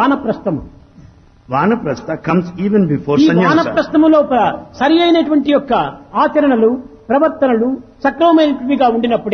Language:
Telugu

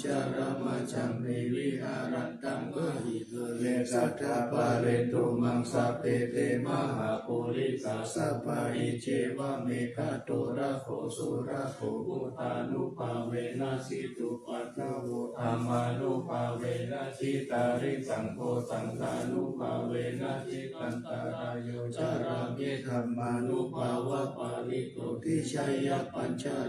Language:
Pali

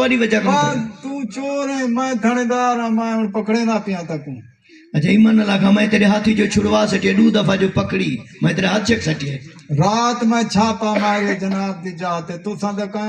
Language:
Saraiki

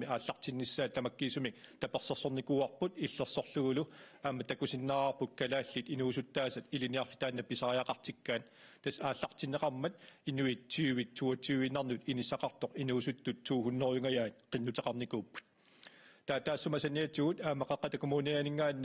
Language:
Kalaallisut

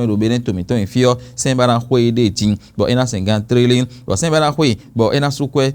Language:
Fon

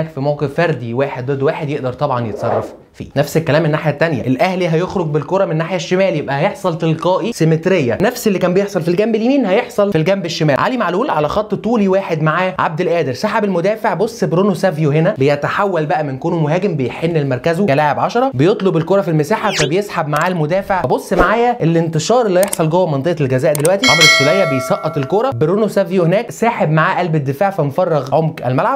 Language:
Egyptian Arabic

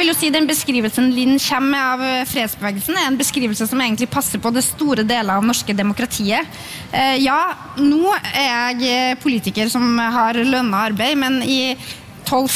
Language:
Norwegian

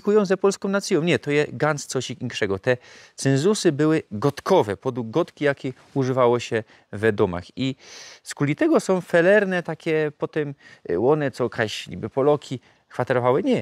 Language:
Silesian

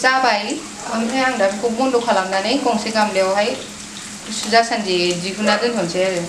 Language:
Bodo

